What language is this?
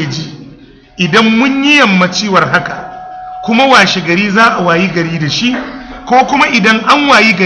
Hausa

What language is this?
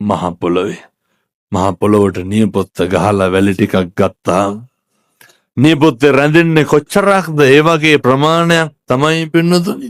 Sinhala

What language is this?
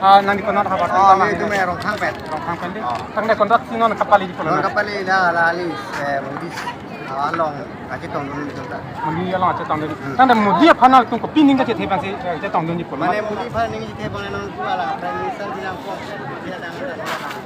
Karbi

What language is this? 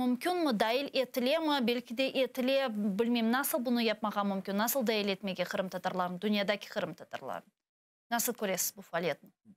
Crimean Tatar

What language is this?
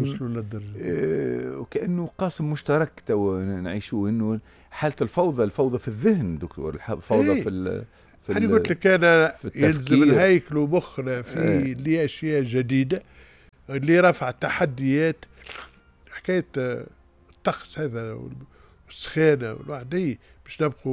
Tunisian Arabic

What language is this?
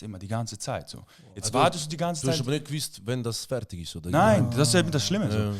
Swiss German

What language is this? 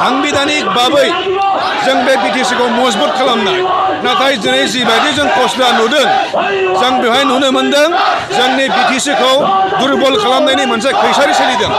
Bodo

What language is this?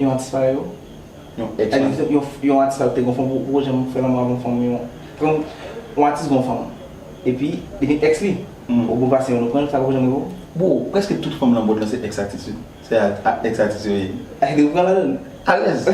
Haitian Creole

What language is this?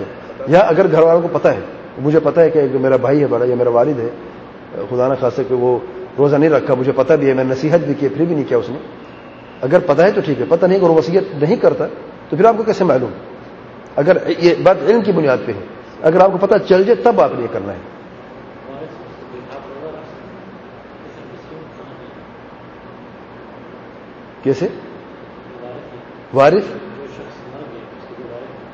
Urdu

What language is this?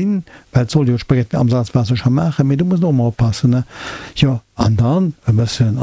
Luxembourgish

